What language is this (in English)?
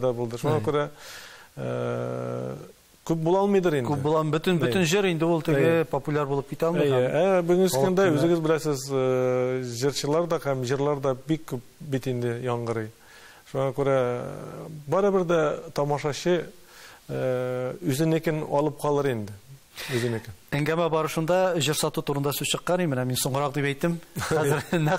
Tatar